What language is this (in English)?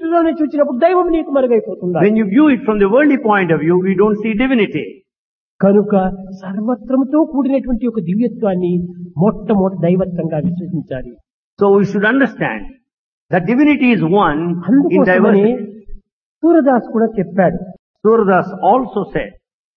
Telugu